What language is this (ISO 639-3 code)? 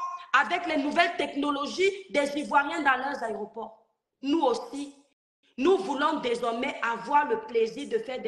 fra